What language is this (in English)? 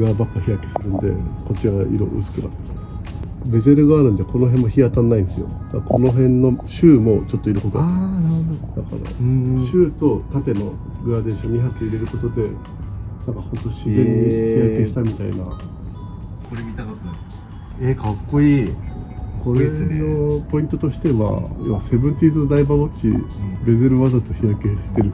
Japanese